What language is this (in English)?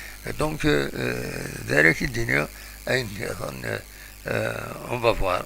Kabyle